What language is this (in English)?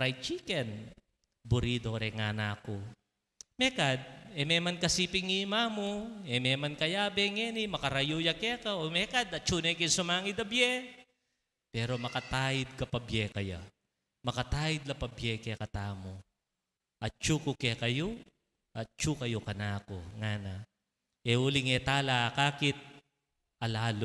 Pampanga